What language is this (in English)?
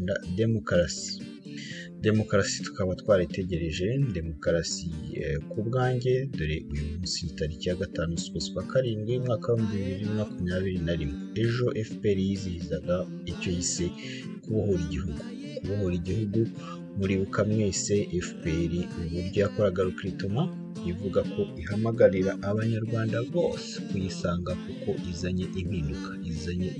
Kinyarwanda